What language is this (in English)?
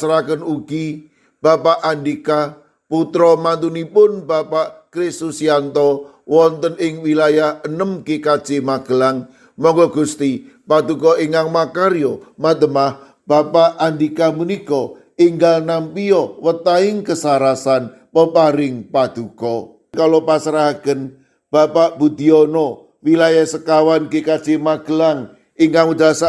Javanese